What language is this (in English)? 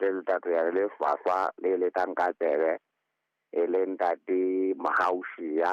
Southern Sotho